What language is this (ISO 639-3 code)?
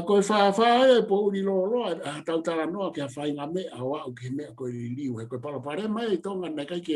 ton